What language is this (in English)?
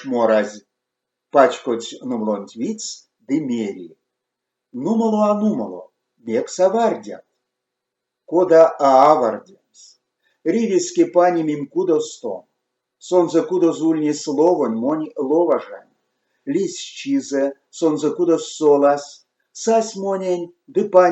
Erzya